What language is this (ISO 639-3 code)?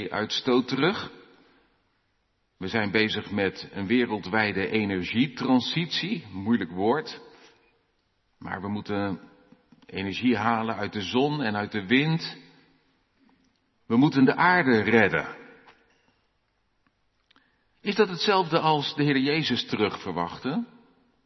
nld